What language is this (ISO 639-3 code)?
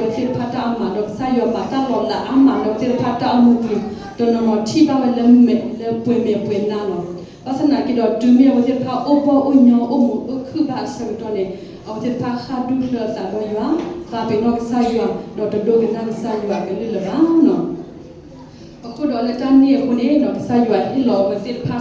ksw